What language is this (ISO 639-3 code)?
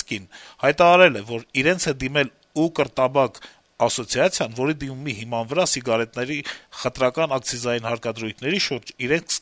hye